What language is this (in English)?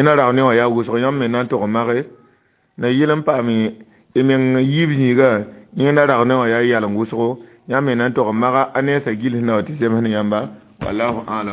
Mossi